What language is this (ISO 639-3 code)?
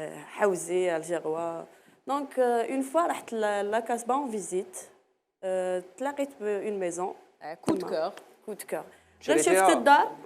arq